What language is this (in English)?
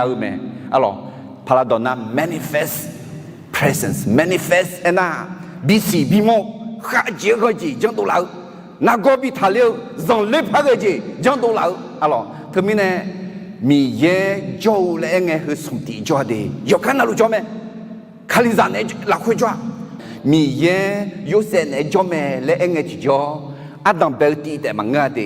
Akha